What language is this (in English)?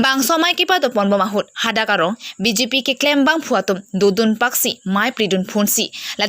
Karbi